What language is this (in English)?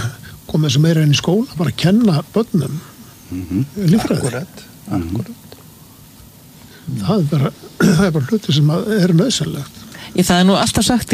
Icelandic